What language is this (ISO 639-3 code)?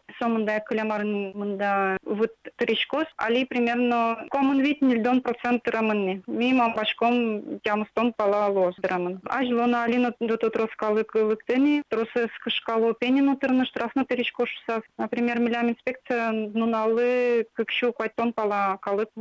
udm